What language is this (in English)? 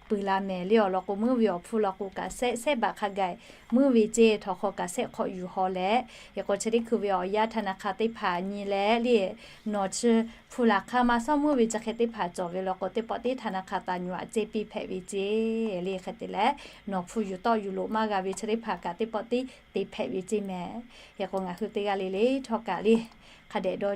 Lahu